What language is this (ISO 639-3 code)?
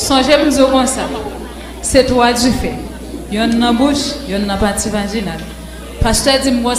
hat